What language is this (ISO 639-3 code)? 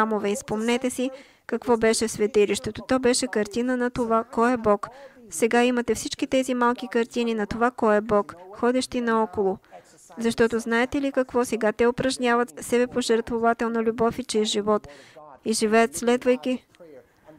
bul